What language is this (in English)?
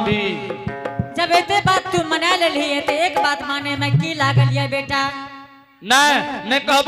Angika